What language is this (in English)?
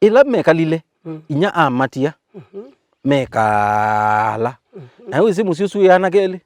Kamba